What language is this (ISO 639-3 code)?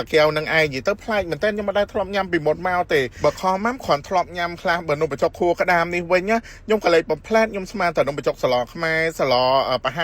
khm